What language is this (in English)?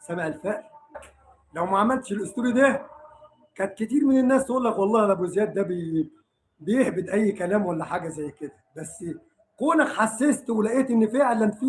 Egyptian Arabic